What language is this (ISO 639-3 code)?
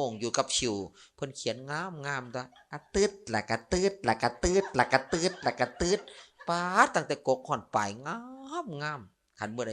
lao